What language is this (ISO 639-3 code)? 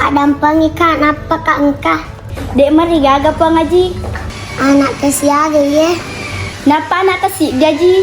bug